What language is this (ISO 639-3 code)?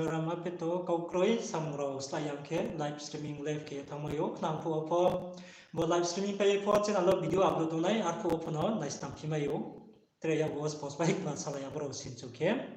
ria